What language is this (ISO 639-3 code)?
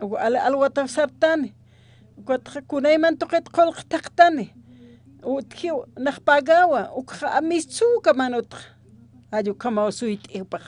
aym